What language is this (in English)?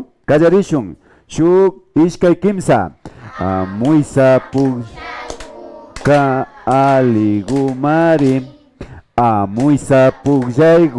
Imbabura Highland Quichua